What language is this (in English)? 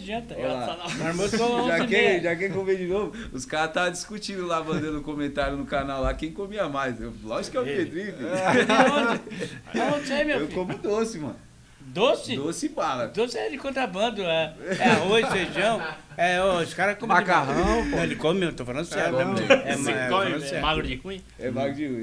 Portuguese